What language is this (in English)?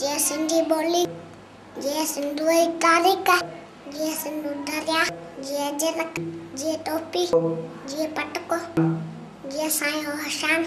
Sindhi